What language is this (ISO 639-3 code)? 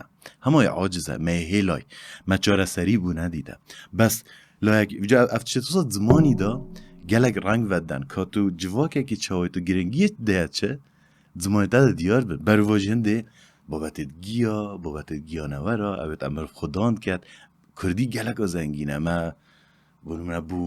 kur